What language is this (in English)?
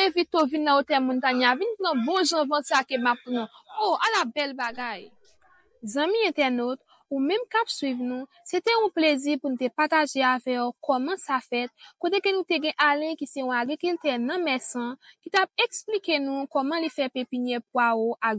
Haitian Creole